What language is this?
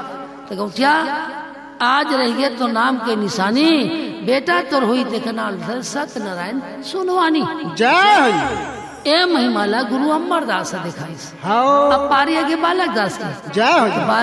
Chhattisgarhi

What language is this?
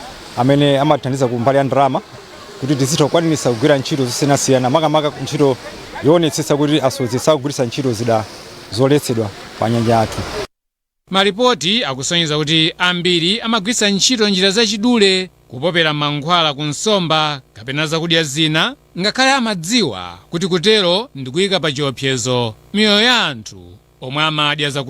Nyanja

